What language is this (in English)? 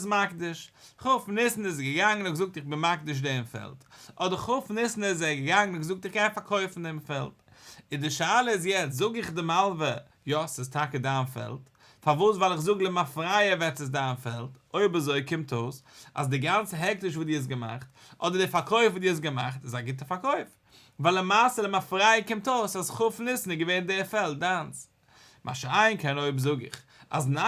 Yiddish